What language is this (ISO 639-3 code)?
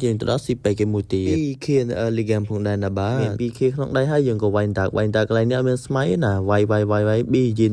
khm